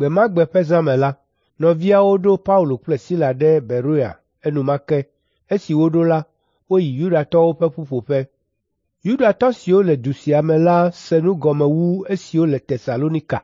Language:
Ewe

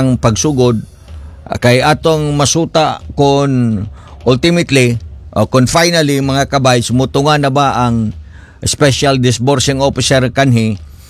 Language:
Cebuano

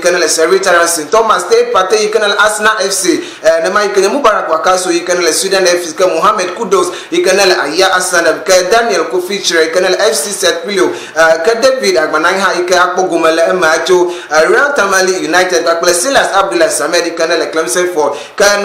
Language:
Ewe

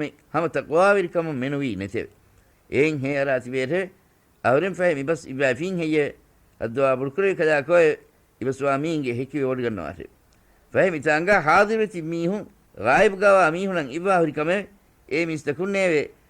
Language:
Divehi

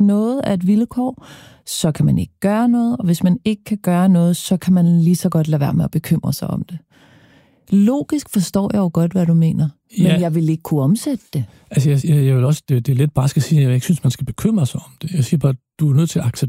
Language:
Danish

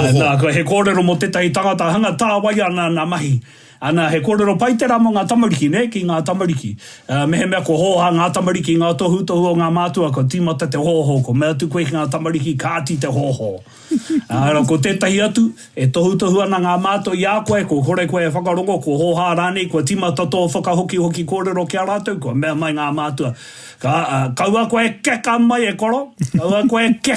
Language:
Māori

